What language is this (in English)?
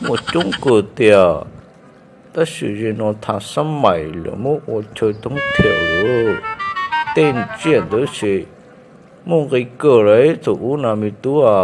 Hmong